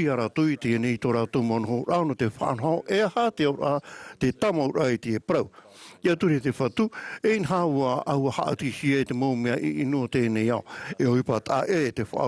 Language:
Tahitian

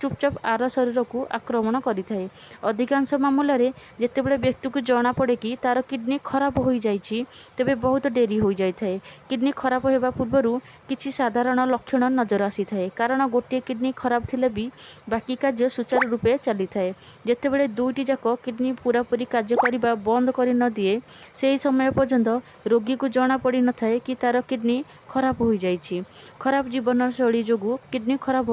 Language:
Odia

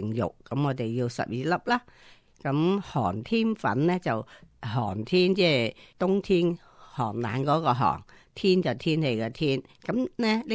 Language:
Cantonese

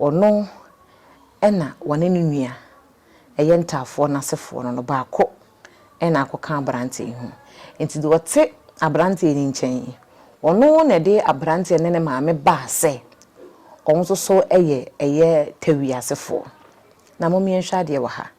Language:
Akan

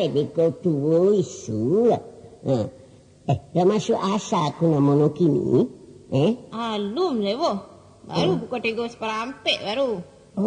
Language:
Minangkabau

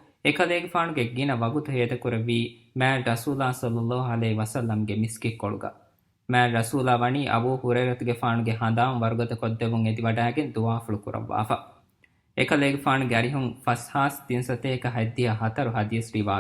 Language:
Divehi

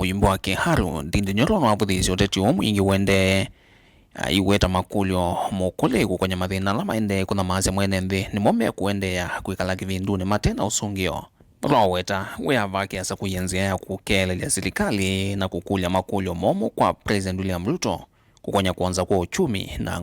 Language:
Kamba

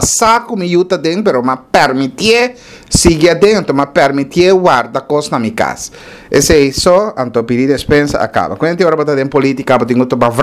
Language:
Papiamento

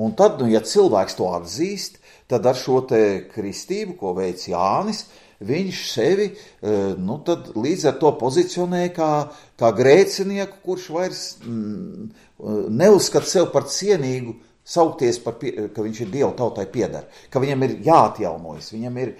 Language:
Latvian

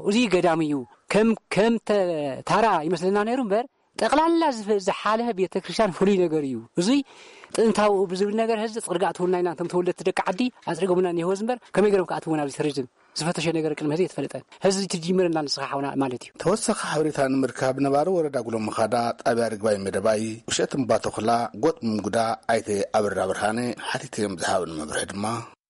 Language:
Tigrinya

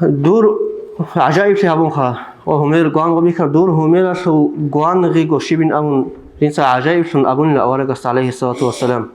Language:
Avaric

